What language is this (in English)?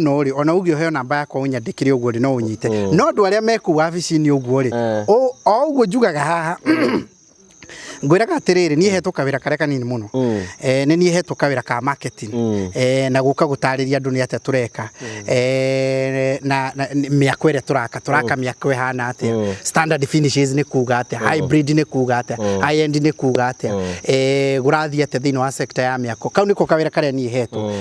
Kikuyu